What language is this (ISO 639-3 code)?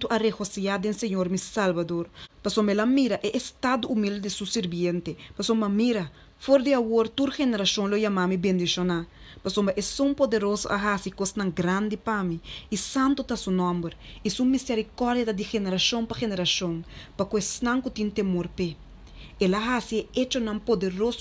pap